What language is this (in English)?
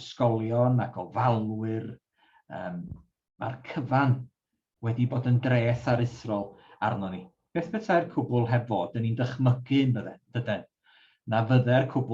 Welsh